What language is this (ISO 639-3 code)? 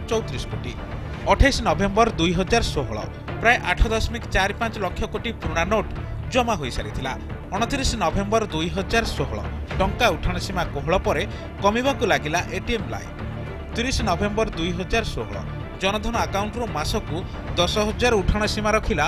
ori